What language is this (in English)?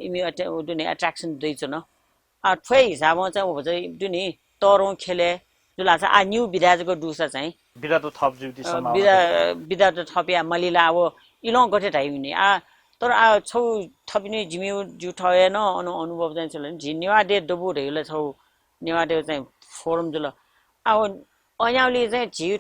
Newari